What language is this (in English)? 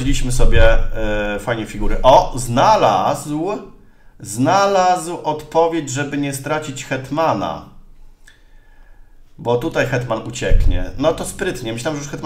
Polish